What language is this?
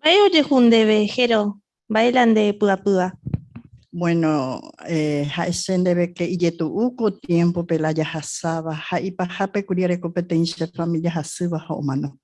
Guarani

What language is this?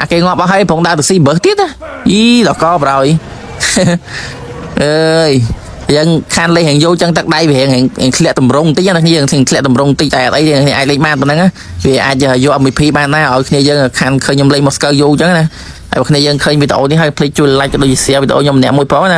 Khmer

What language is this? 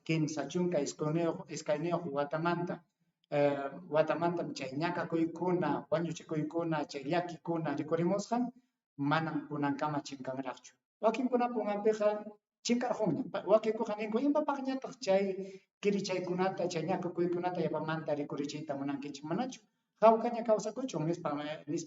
Ayacucho Quechua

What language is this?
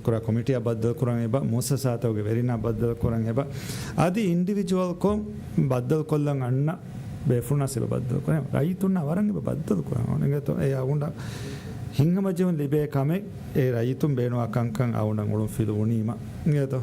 Divehi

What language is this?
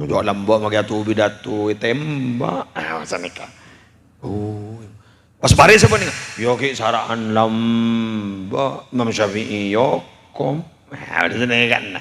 Madurese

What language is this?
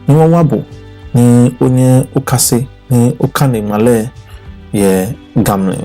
Ga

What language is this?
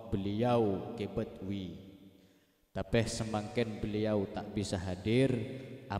Madurese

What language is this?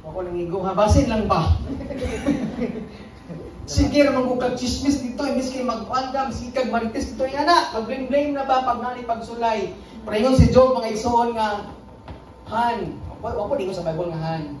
Cebuano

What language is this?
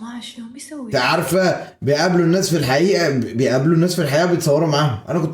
Egyptian Arabic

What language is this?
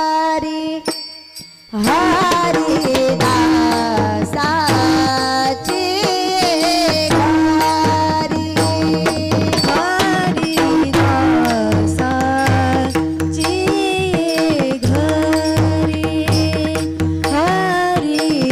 Marathi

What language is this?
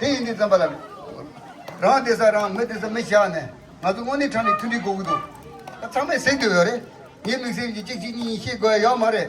Tibetan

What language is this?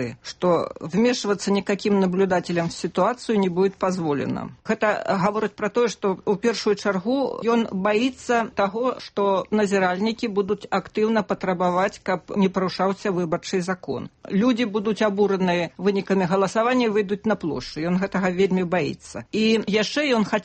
Belarusian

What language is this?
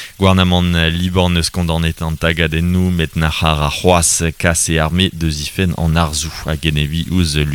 Breton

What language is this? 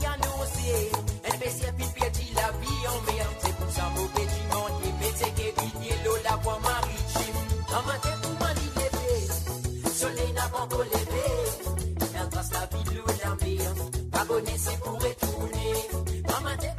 Morisyen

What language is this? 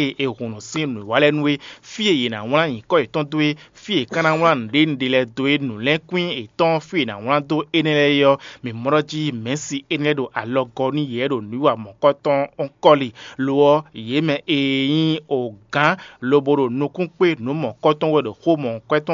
Fon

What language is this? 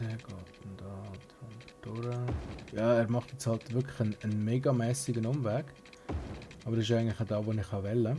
Swiss German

